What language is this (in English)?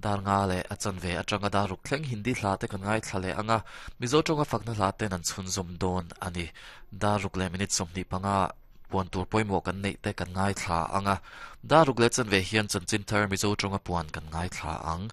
Mizo